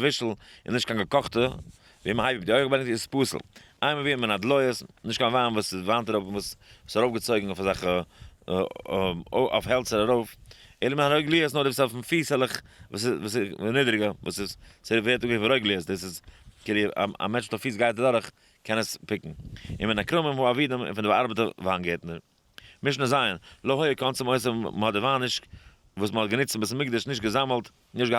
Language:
Yiddish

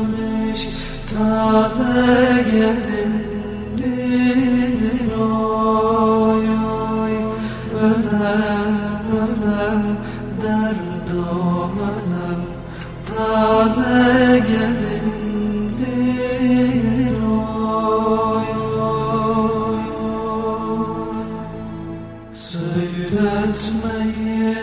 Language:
Turkish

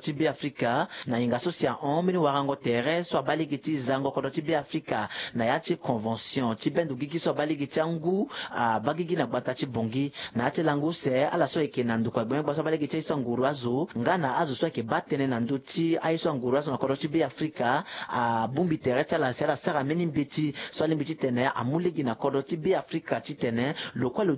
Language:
Sango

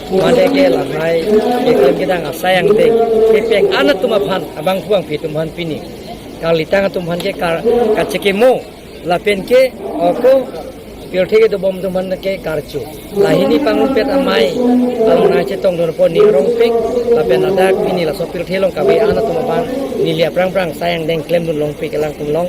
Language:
Karbi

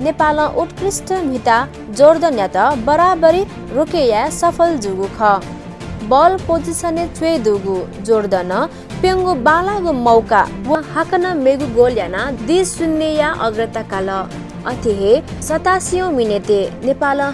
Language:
Newari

